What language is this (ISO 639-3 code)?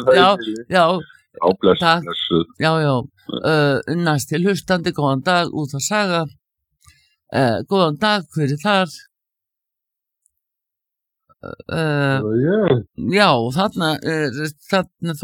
isl